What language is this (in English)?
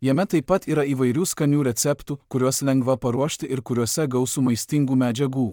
Lithuanian